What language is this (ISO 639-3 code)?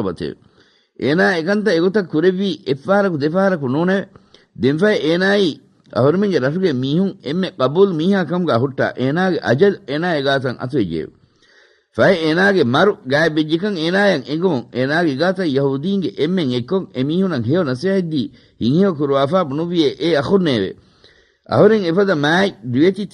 div